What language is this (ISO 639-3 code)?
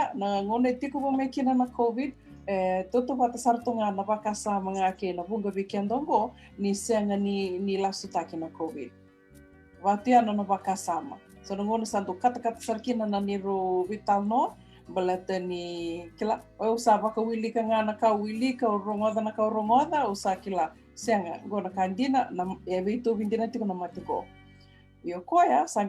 fij